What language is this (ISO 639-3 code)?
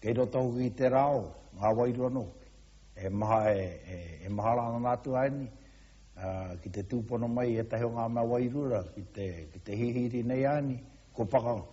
mri